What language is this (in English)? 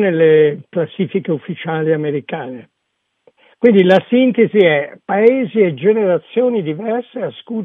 Italian